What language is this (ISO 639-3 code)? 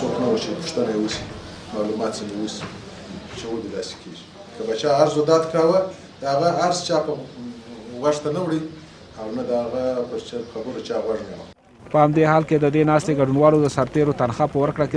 pus